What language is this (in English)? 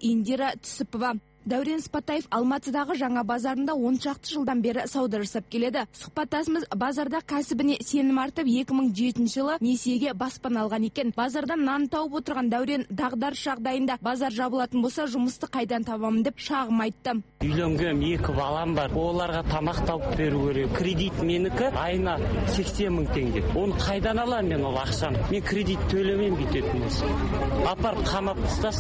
Kazakh